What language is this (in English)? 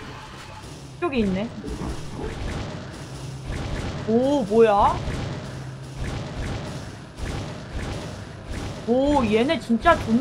Korean